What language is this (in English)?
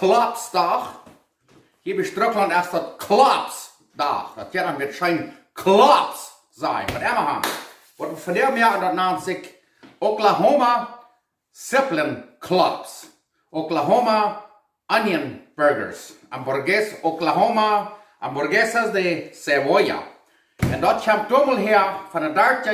Plautdietsch